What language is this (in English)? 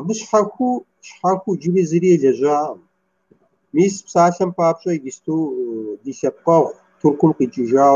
Kabardian